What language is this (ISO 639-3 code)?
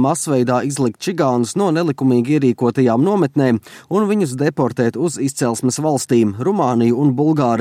lav